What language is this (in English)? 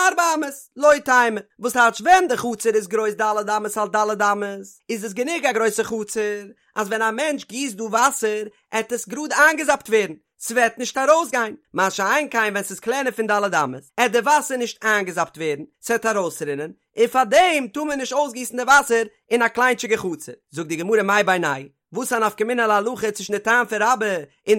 Yiddish